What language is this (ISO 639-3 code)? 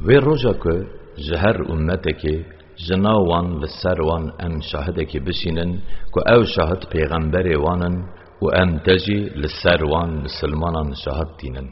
kur